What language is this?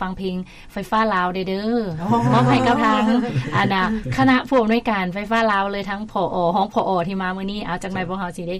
Lao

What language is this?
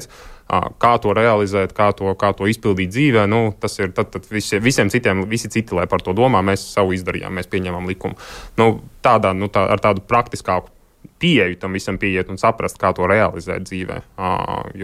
Latvian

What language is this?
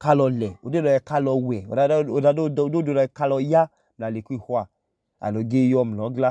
Idoma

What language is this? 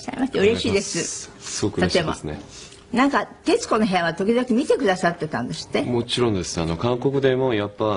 Japanese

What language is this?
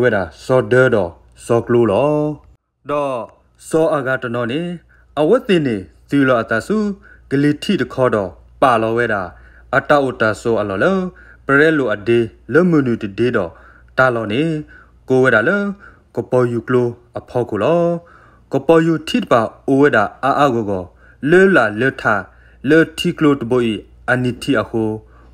S'gaw Karen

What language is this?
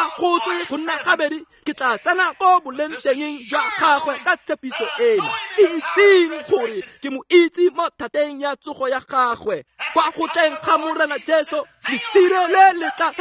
Tswana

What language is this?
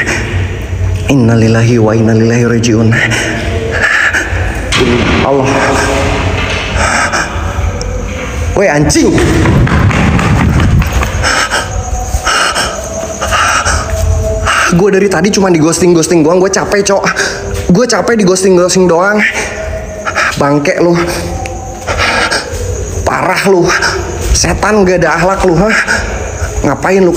Indonesian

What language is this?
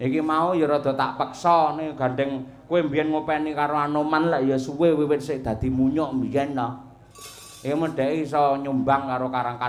Javanese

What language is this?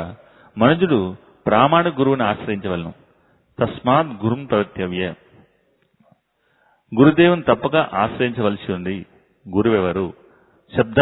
Telugu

